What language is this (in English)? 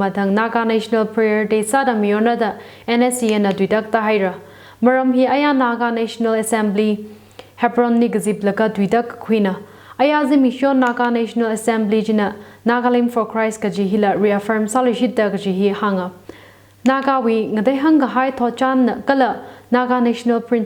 Tangkhul Naga (India)